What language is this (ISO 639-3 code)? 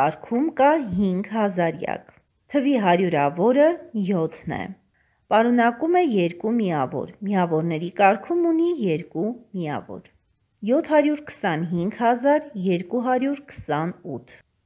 hye